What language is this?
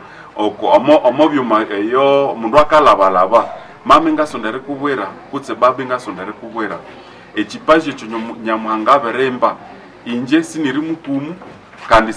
Nande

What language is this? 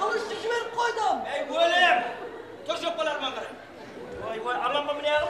Kara-Kalpak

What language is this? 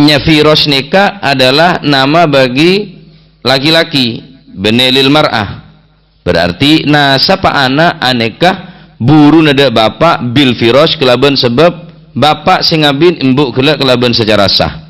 Madurese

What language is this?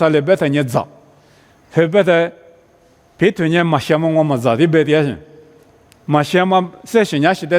Lisu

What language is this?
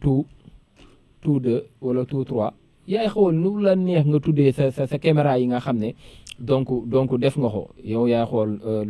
Wolof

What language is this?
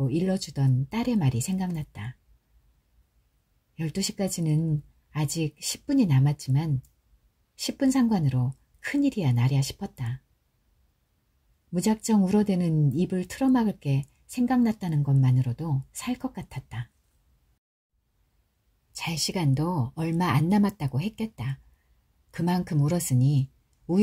Korean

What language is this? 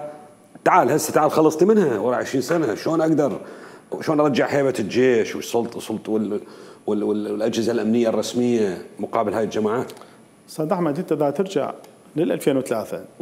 Mesopotamian Arabic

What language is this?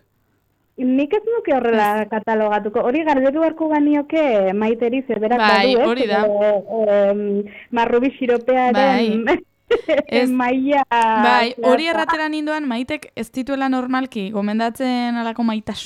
Basque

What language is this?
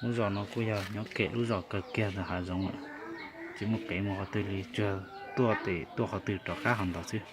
Hmong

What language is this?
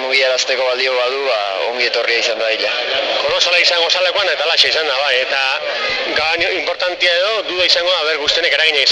Basque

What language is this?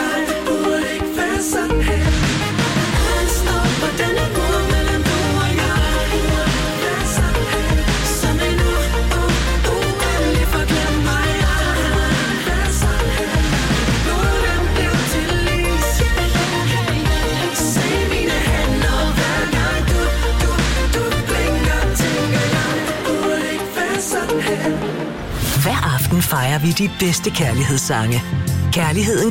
Danish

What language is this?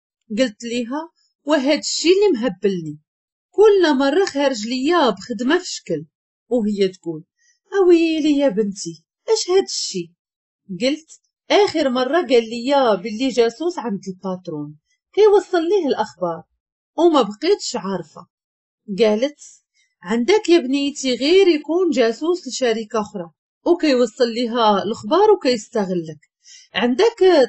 Moroccan Arabic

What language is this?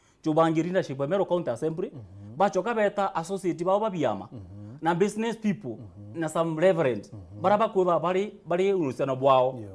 Meru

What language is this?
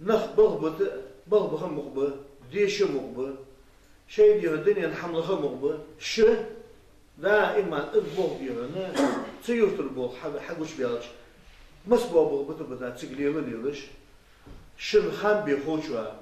Ingush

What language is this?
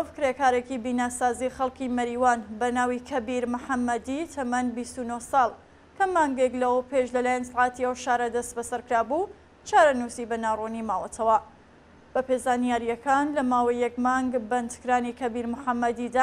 Central Kurdish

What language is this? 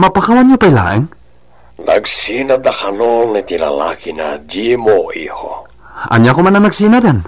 Iloko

